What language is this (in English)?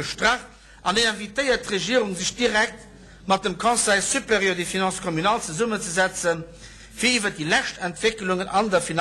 Luxembourgish